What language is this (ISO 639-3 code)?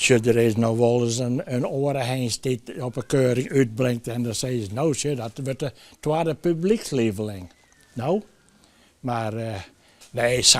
fry